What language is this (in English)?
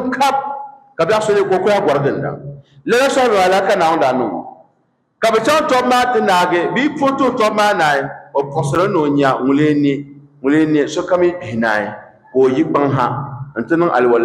Dagbani